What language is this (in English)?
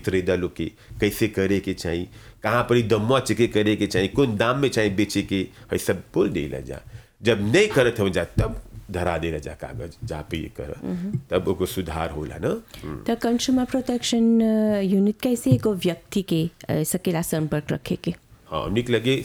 Bhojpuri